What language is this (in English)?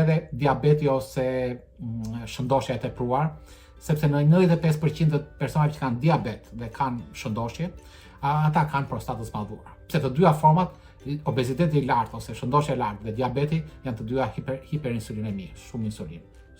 Albanian